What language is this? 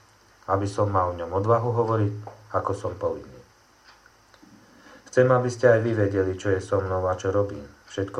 Slovak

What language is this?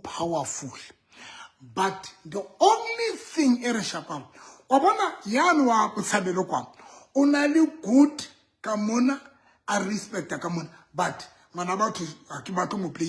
Southern Sotho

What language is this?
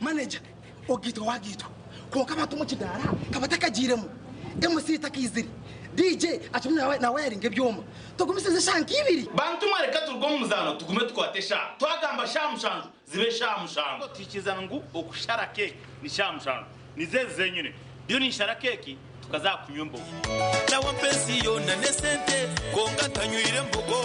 Nyankole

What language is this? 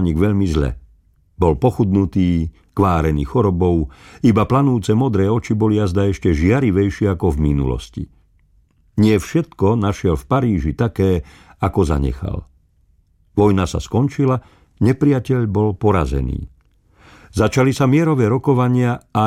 Slovak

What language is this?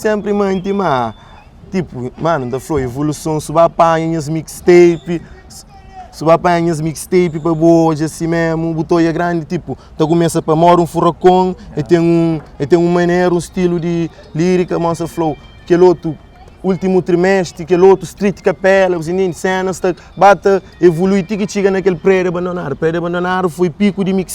Kabuverdianu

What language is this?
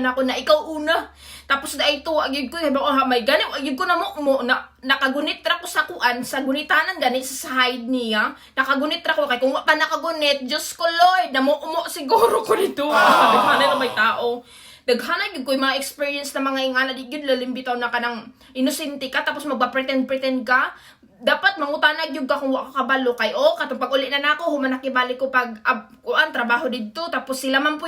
Cebuano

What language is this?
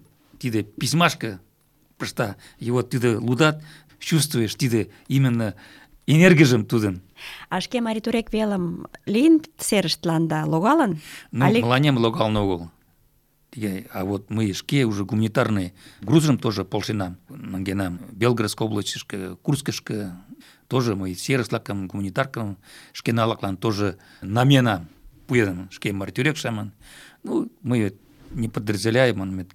Mari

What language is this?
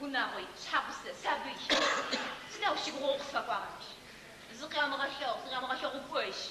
Adyghe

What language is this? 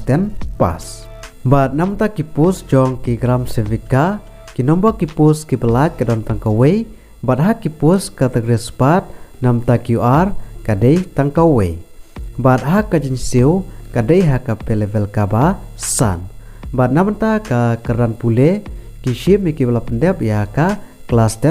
Khasi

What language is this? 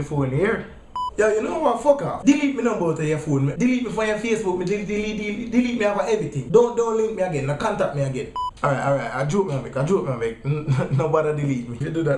Jamaican Creole English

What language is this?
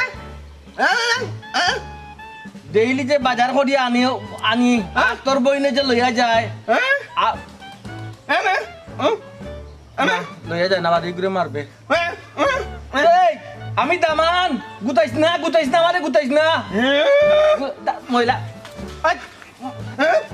Sylheti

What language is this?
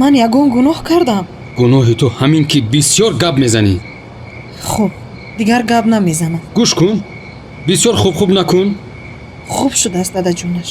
Tajik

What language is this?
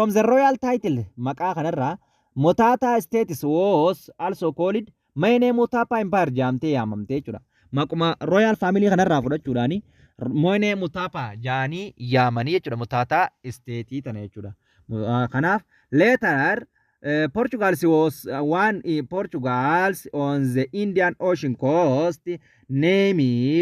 Oromo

